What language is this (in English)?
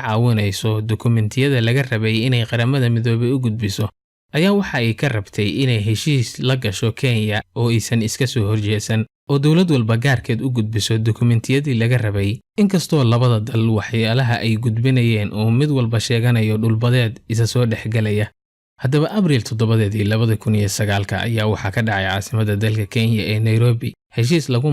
Somali